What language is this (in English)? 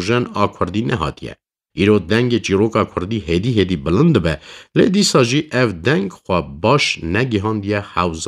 Kurdish